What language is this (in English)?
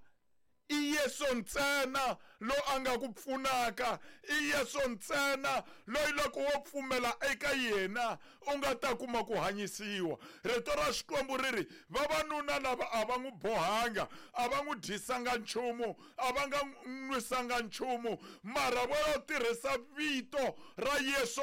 Tsonga